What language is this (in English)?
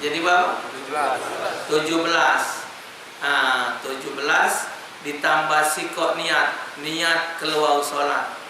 Musi